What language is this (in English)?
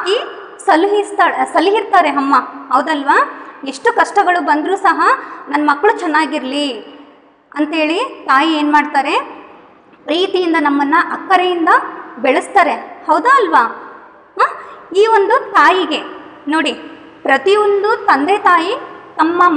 Kannada